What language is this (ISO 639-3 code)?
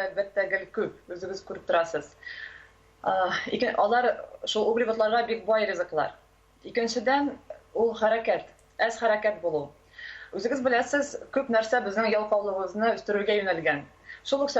tat